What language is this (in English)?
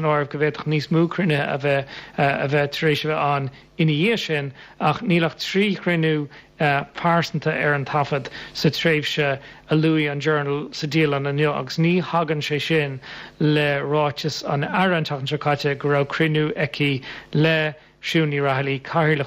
Irish